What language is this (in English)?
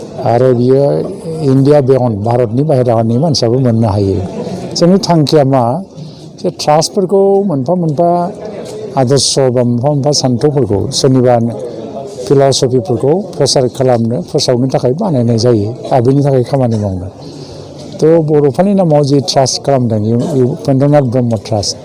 Bodo